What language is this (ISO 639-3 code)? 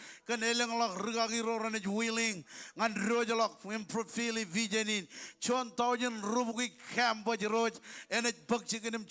mah